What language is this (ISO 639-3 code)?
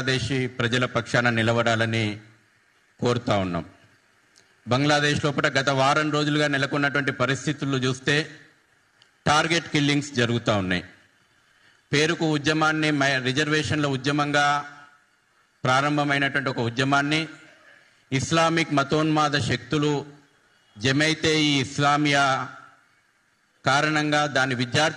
tel